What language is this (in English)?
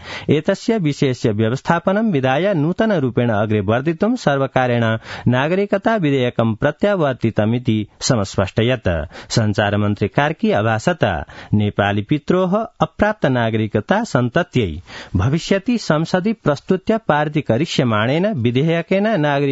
Sanskrit